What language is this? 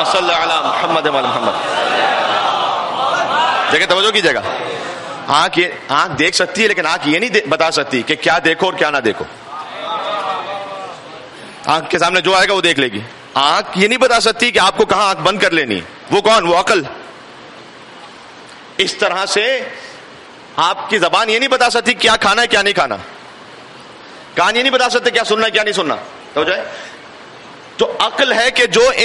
Urdu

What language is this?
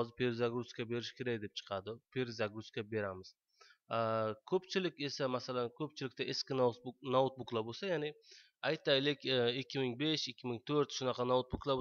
Uzbek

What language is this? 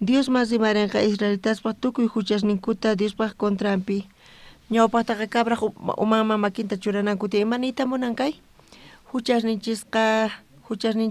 South Bolivian Quechua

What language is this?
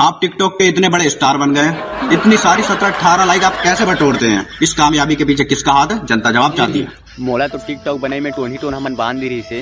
Chhattisgarhi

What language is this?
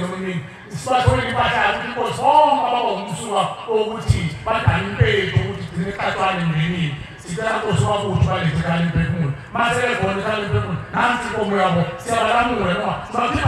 Zulu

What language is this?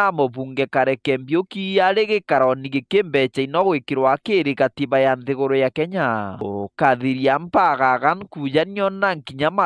Meru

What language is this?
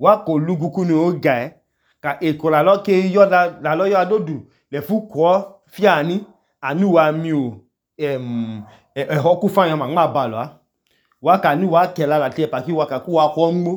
Idoma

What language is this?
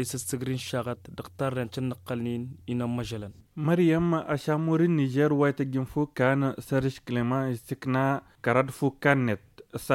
Tamasheq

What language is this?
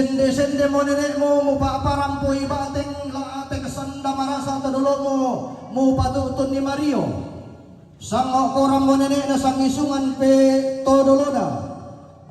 Toraja-Sa'dan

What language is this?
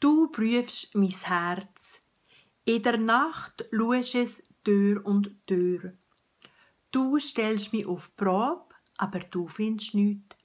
Swiss German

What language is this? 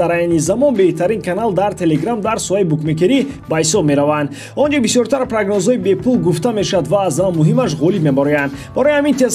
Tajik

